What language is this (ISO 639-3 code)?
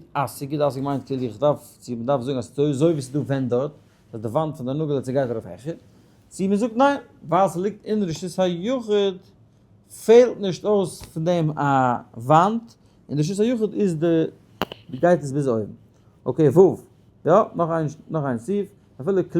yid